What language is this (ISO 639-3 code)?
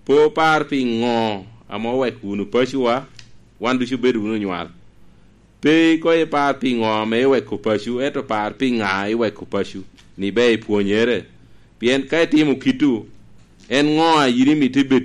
laj